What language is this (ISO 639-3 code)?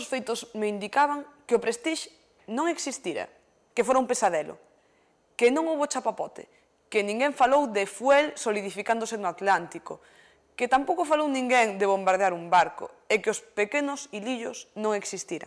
glg